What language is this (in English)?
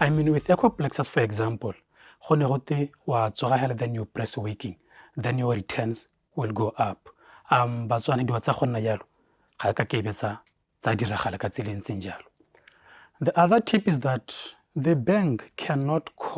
Tswana